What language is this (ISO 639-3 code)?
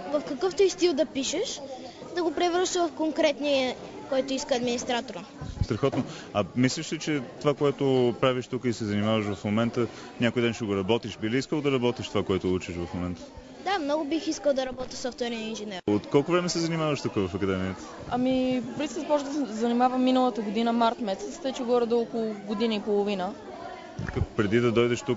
bul